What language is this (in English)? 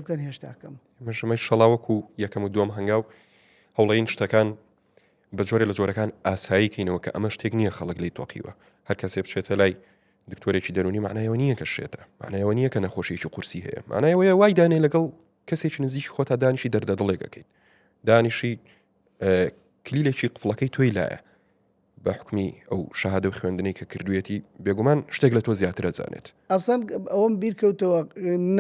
Central Kurdish